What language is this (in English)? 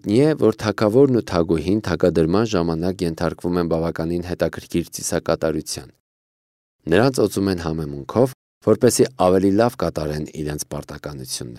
Armenian